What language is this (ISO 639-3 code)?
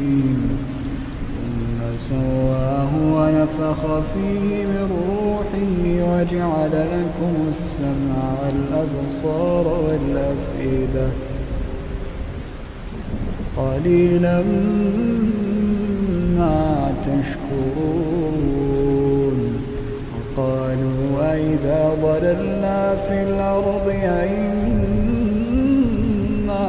ara